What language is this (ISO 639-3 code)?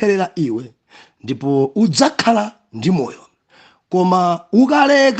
nya